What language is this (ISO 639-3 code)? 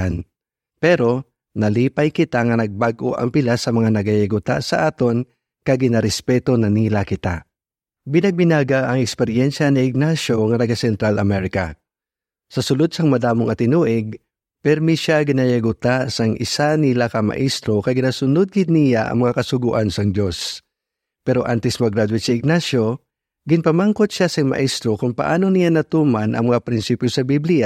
hil